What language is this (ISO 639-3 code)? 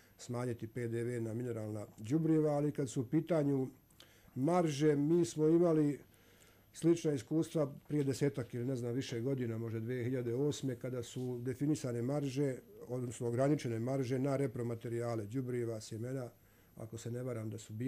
hrv